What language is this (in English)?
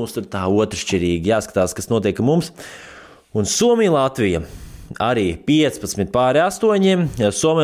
Latvian